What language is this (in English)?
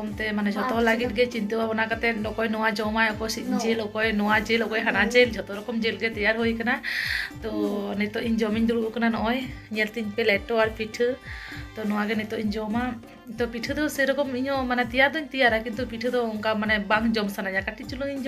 Santali